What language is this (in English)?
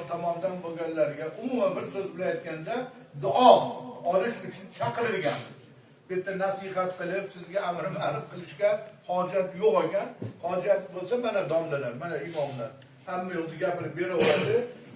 Uzbek